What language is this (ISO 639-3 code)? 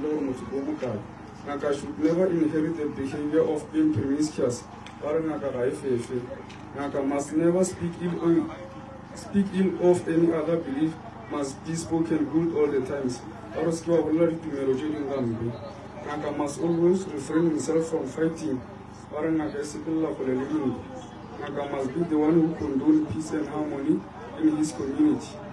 nso